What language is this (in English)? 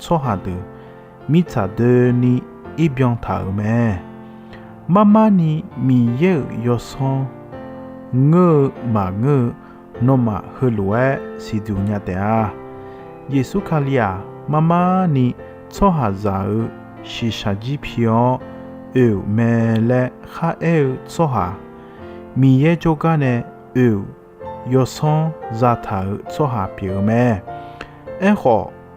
Akha